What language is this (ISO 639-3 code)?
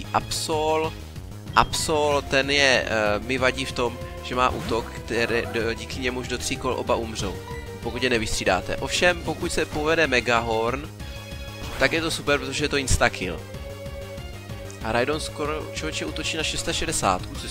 ces